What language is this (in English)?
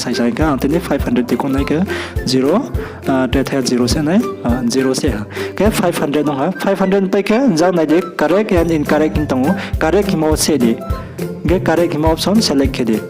Riang (India)